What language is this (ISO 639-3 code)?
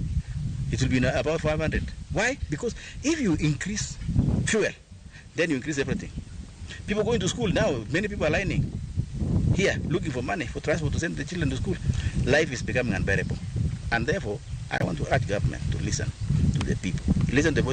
luo